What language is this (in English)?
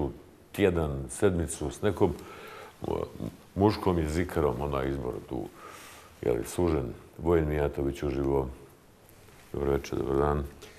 Bosnian